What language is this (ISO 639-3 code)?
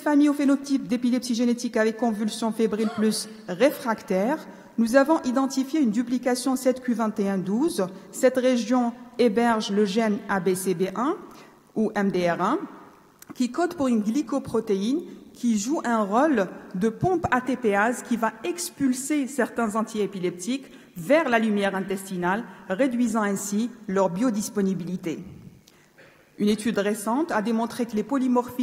fra